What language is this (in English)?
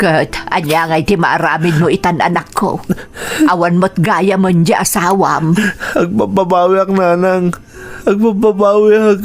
Iloko